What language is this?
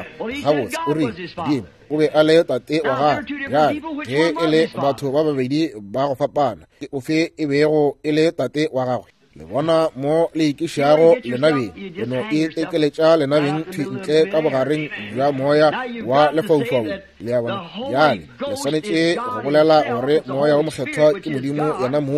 Northern Sotho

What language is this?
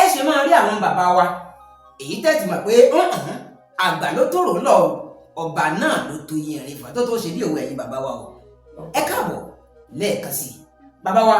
Yoruba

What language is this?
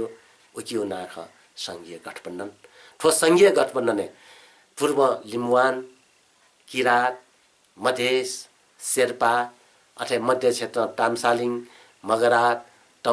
Newari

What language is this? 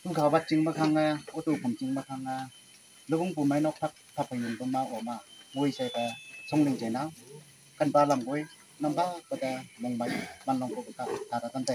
Naga Pidgin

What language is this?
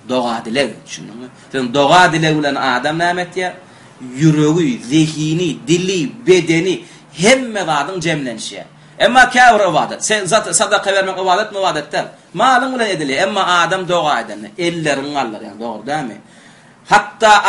Turkmen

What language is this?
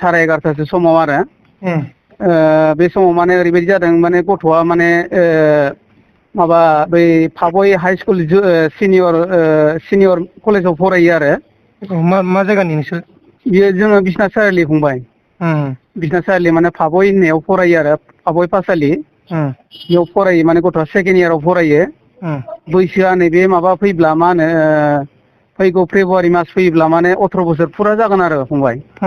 Bodo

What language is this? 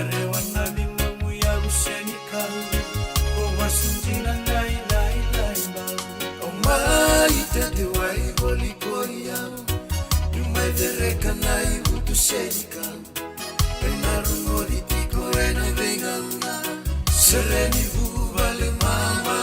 Fijian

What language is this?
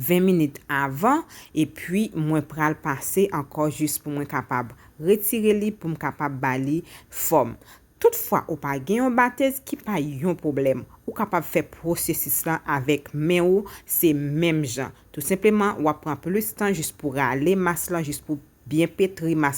Haitian Creole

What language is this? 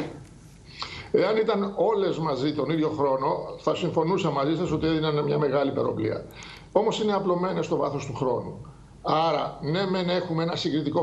Greek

